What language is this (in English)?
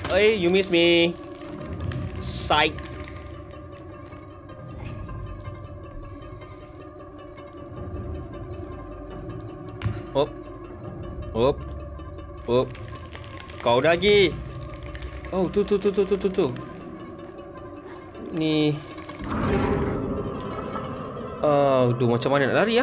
Malay